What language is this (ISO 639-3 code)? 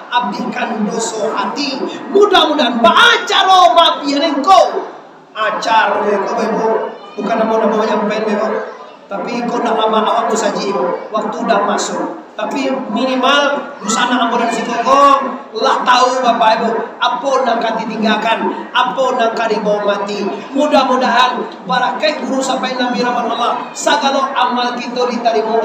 min